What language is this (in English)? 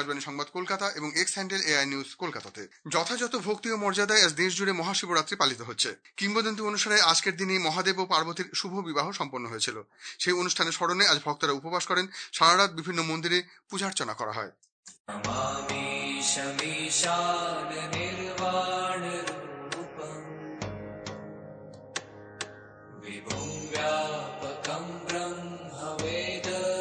Bangla